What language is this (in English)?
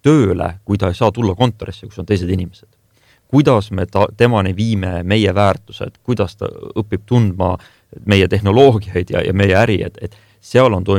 Estonian